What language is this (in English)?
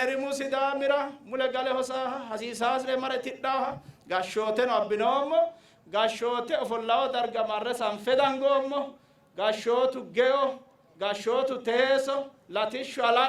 Sidamo